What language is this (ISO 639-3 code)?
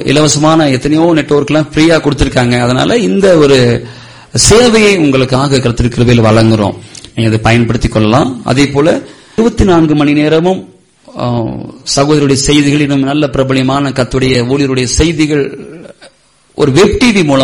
tam